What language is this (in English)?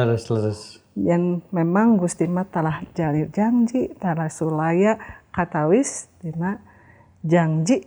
Sundanese